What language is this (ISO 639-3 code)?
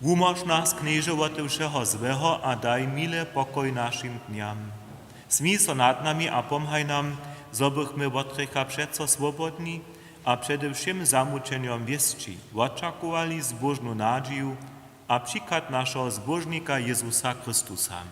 hsb